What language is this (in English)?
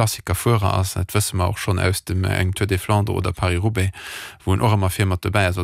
Luxembourgish